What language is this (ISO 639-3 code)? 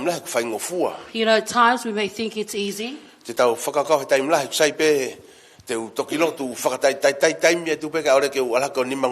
ton